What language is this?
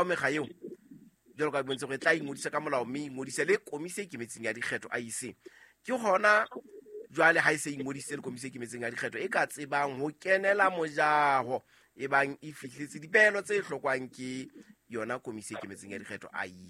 Southern Sotho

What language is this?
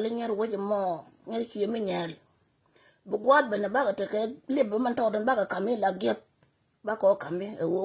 Nuer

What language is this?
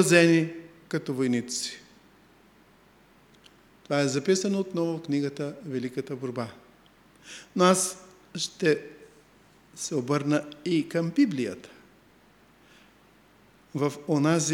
Bulgarian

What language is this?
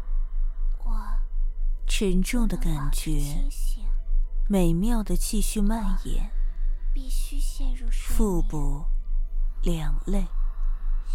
Chinese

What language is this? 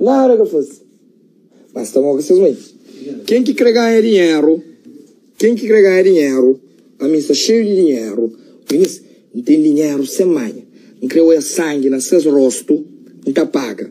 Kabuverdianu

